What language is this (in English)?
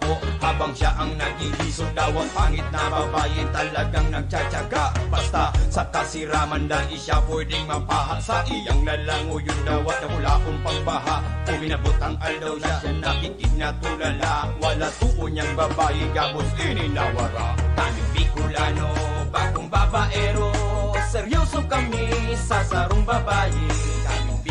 Bikol